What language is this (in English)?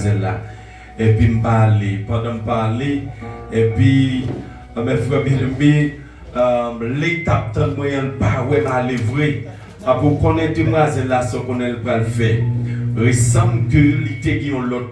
Haitian Creole